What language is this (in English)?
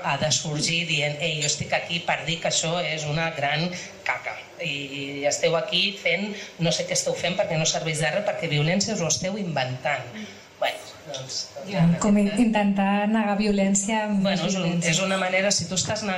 Catalan